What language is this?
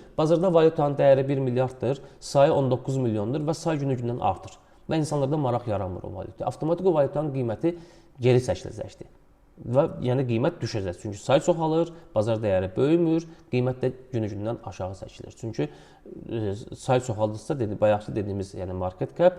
Azerbaijani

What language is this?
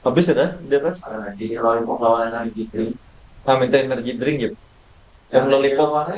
Banjar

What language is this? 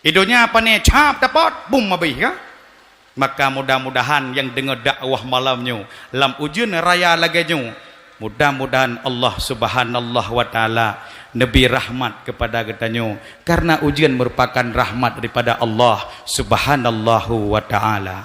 Achinese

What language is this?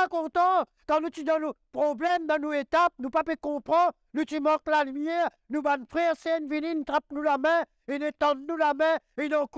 Morisyen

